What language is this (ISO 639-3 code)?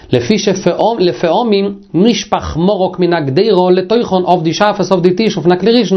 yid